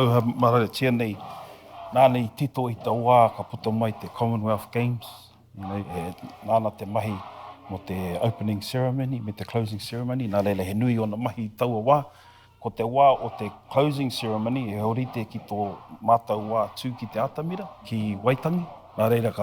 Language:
Māori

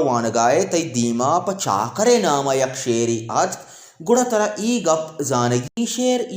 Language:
Baluchi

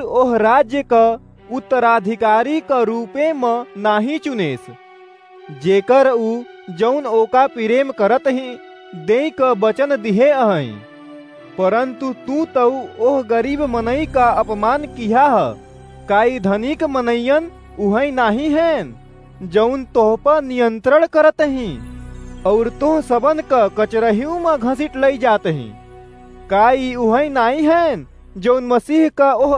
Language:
Awadhi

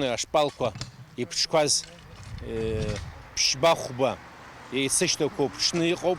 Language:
Abkhazian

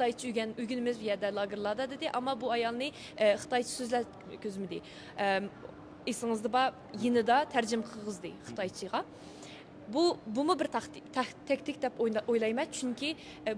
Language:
Uyghur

